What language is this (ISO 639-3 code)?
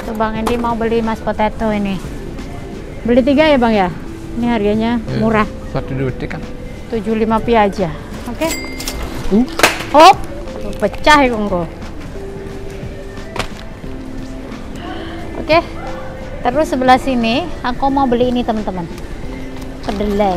ind